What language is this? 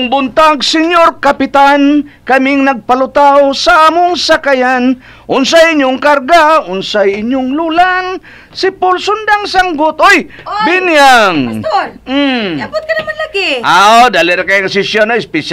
Cebuano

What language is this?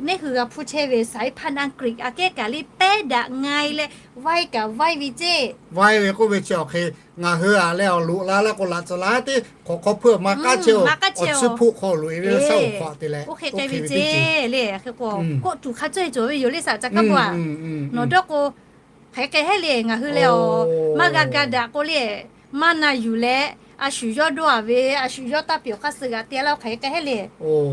Lahu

